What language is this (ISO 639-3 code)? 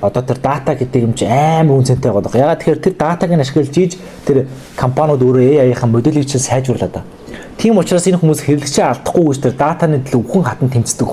mon